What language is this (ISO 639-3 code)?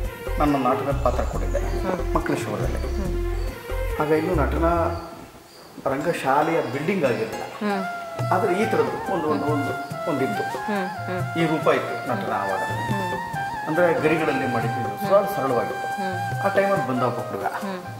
kan